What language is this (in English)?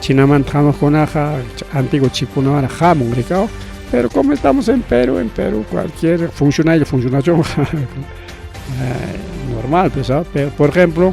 Ayacucho Quechua